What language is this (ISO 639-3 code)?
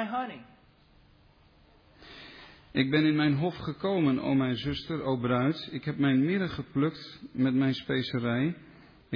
nld